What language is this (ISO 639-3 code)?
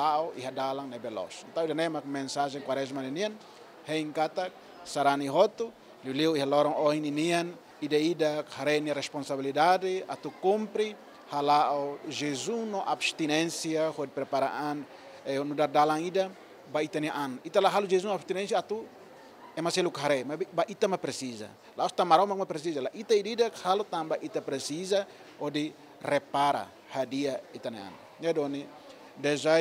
tet